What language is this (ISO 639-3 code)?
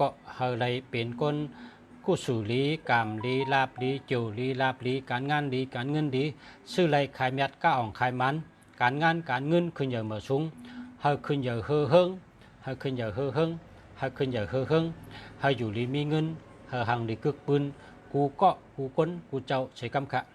shn